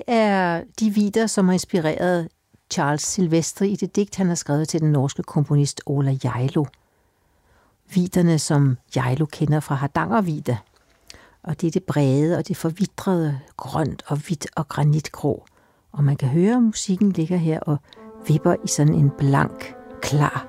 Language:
Danish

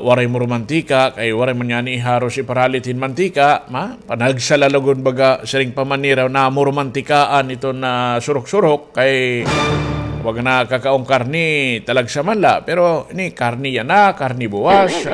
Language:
Waray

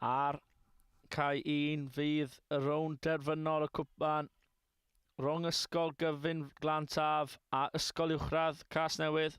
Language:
Welsh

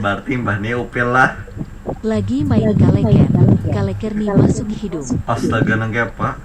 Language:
Banjar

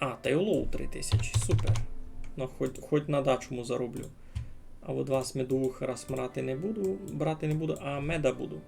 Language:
Rusyn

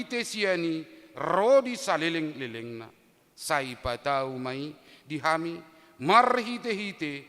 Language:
Batak Toba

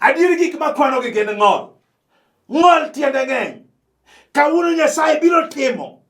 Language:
Luo (Kenya and Tanzania)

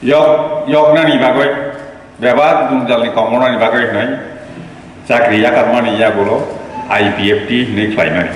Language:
Kok Borok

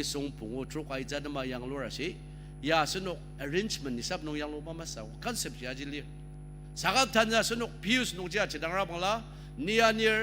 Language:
Ao Naga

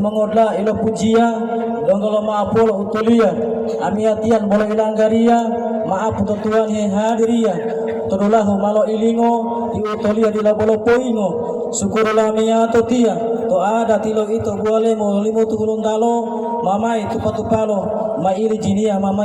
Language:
Gorontalo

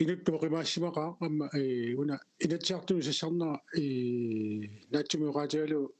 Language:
Kalaallisut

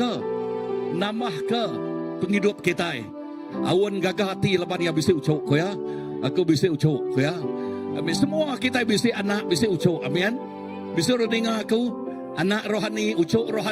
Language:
Iban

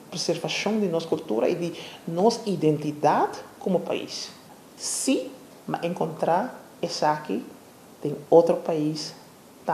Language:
Papiamento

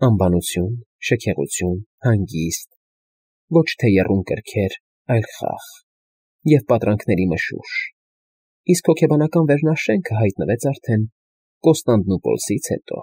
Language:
Armenian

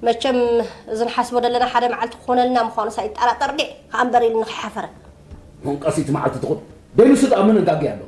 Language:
Tigrinya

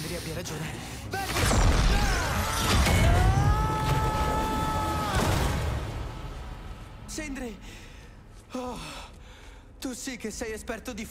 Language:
Italian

